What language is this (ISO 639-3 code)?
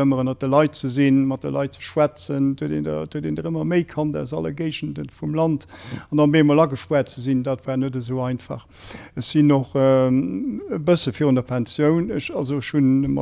ltz